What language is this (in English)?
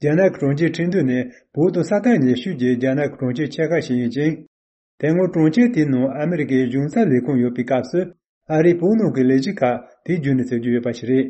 Tibetan